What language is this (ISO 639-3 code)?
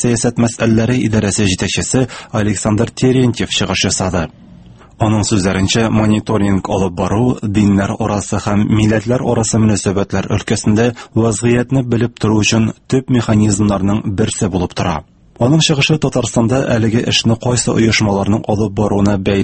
tat